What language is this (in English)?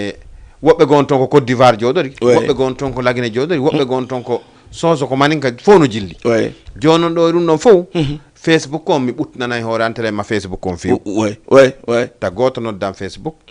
Fula